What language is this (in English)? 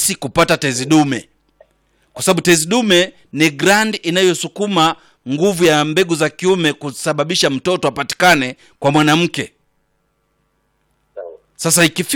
Swahili